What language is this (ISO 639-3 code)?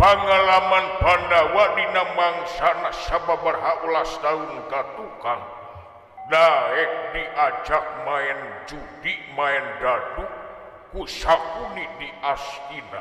sun